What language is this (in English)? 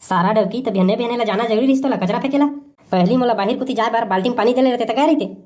Chhattisgarhi